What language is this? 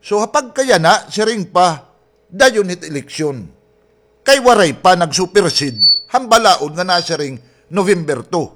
Waray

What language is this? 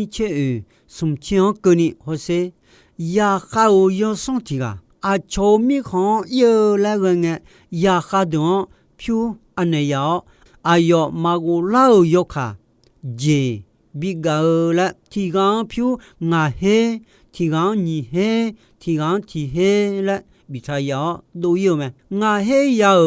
Akha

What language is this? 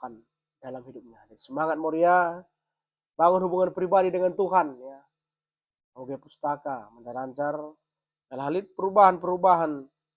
Batak Karo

